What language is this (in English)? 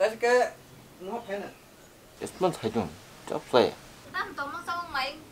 Kok Borok